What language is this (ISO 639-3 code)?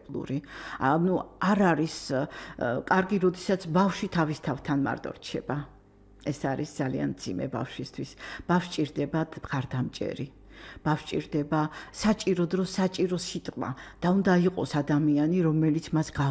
kat